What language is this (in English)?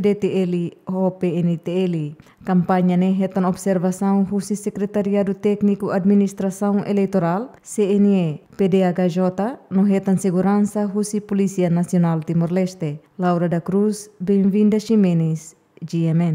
Tetum